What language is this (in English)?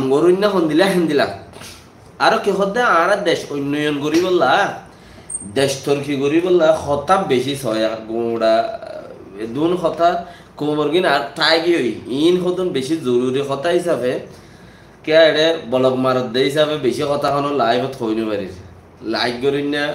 Rohingya